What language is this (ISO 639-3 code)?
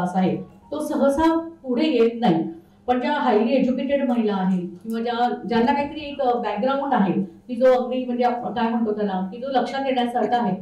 mar